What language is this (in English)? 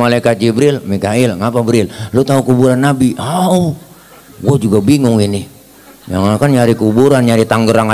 Betawi